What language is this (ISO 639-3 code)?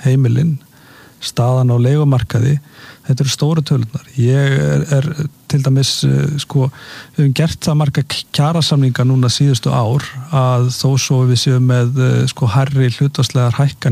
isl